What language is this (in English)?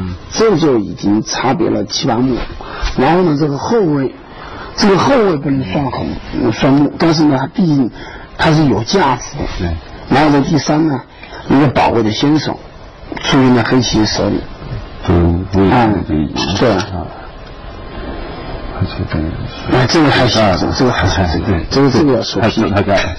Chinese